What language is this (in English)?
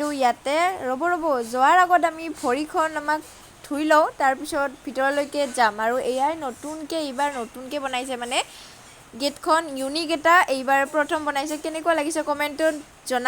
Assamese